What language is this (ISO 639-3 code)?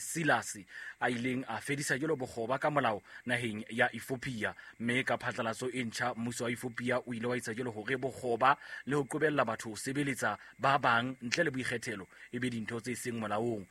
sot